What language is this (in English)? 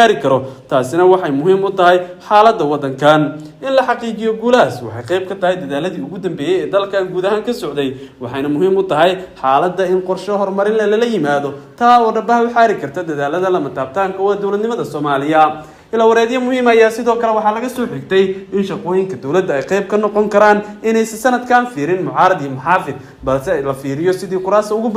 Somali